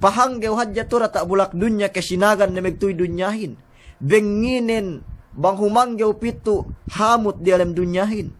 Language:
Yakan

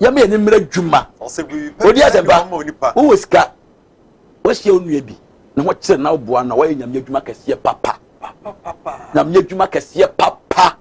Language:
Akan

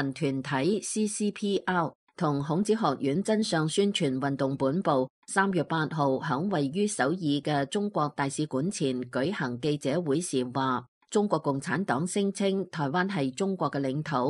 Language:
Cantonese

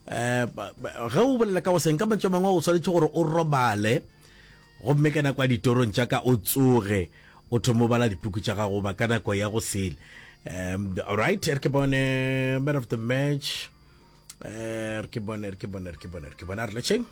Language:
Northern Sotho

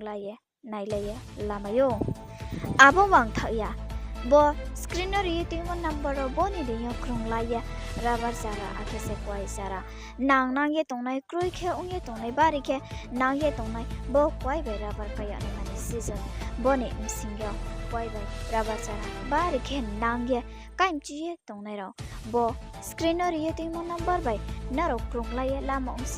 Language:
Riang (India)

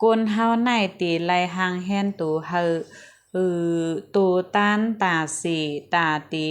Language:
Shan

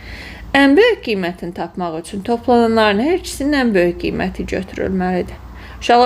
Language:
Azerbaijani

